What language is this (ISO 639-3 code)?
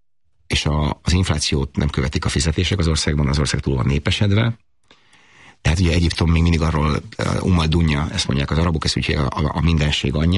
hun